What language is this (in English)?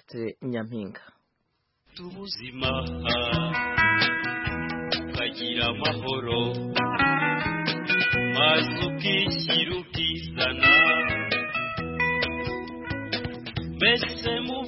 Kinyarwanda